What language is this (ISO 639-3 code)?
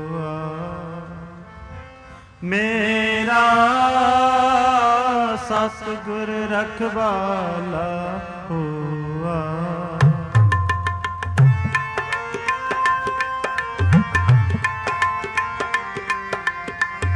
pan